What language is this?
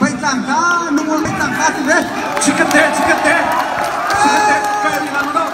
Hakha Chin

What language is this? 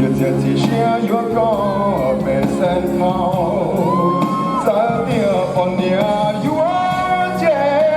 Hmong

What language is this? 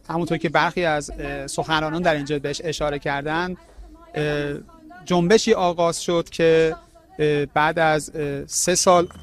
Persian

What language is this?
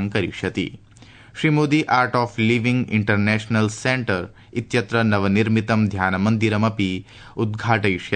Sanskrit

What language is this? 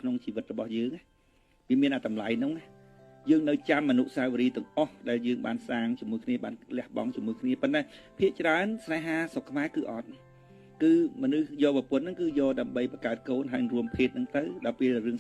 Khmer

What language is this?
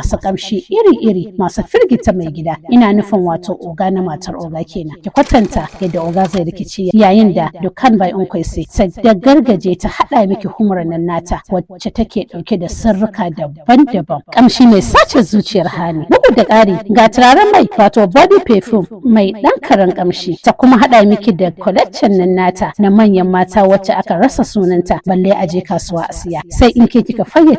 Hausa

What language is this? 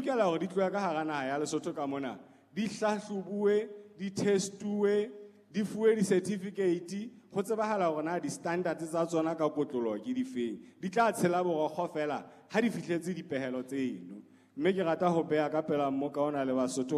Southern Sotho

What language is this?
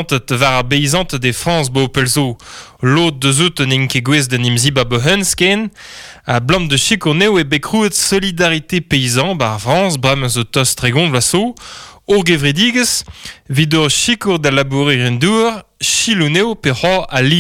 Breton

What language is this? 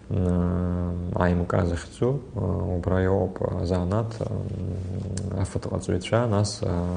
Abkhazian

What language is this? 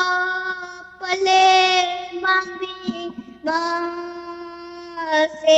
Manipuri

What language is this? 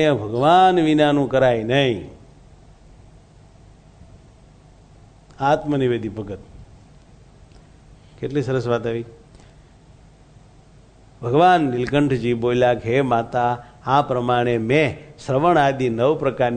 Gujarati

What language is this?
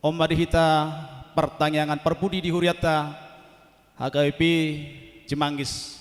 Batak Toba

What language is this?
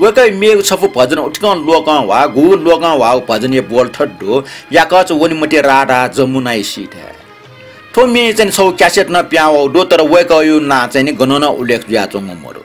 Newari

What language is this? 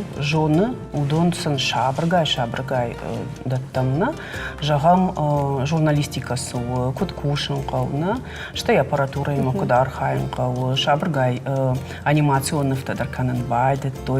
Ossetic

